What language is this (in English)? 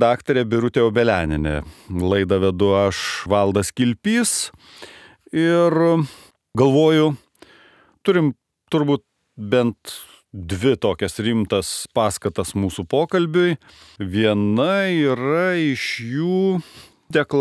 Lithuanian